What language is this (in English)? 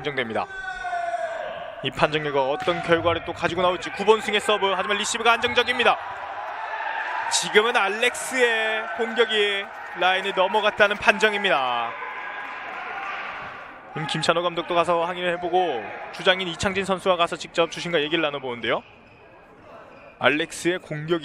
Korean